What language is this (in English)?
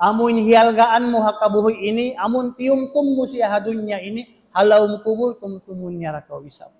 Tausug